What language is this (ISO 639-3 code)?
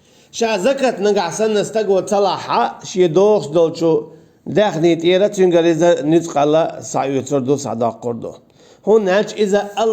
che